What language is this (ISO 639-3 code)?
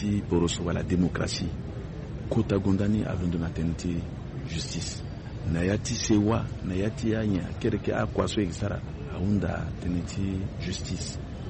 sag